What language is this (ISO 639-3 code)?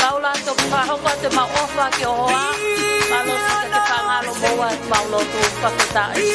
ton